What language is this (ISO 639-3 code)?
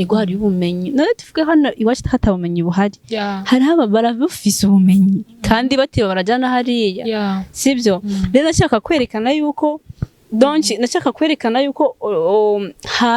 run